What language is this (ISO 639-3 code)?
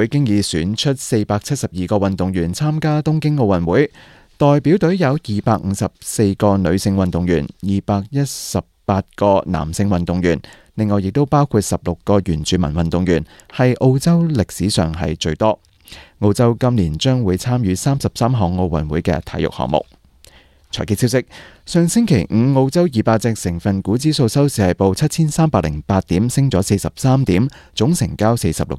yue